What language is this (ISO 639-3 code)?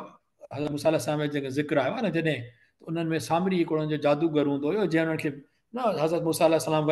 snd